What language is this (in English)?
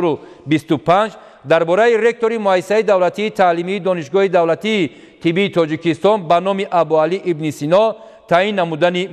Tajik